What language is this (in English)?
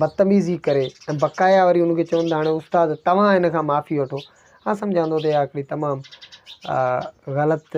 Sindhi